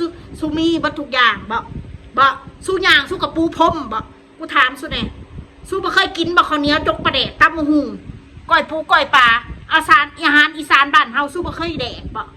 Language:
Northeastern Thai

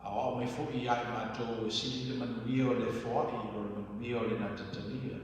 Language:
Samoan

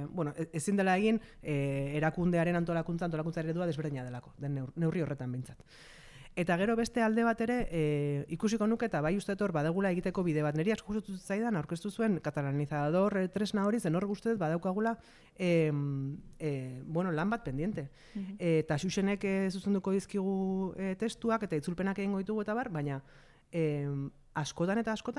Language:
Basque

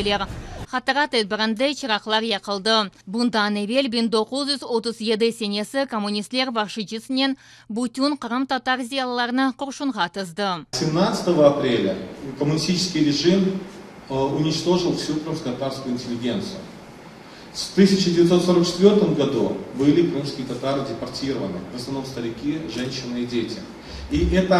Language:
Crimean Tatar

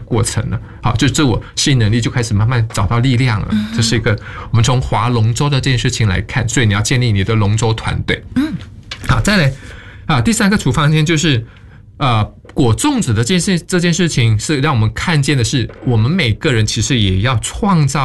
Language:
Chinese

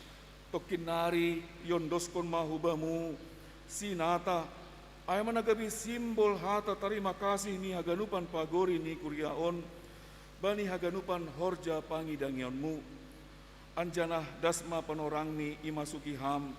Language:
Batak Simalungun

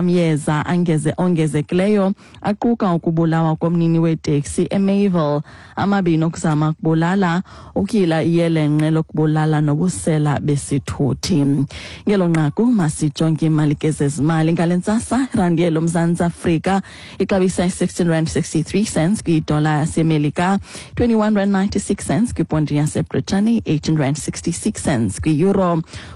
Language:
Xhosa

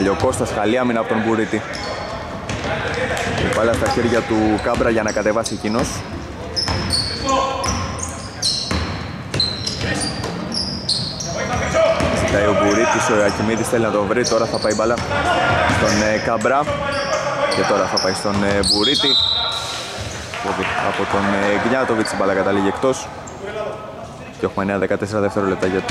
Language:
Greek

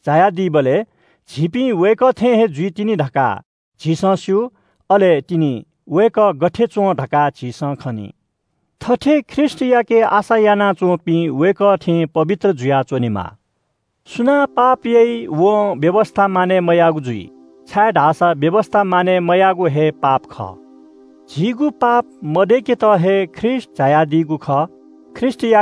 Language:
Newari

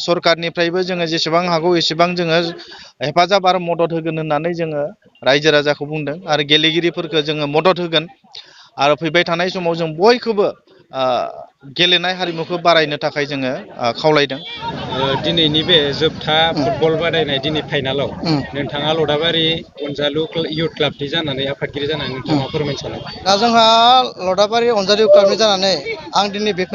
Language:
Bodo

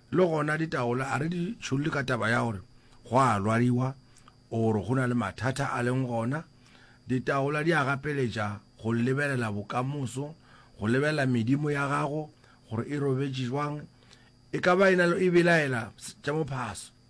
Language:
Northern Sotho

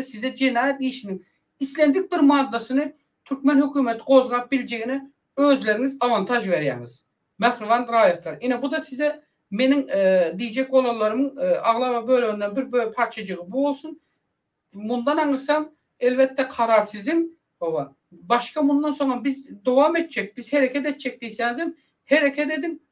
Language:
Turkmen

